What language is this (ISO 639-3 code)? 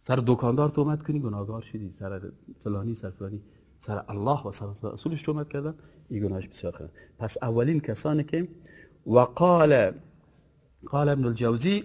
fas